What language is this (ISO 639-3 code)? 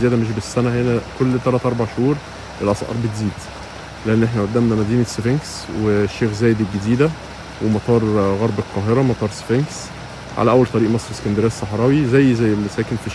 arz